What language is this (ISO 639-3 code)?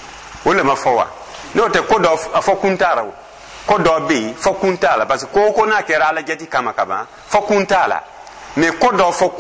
dyu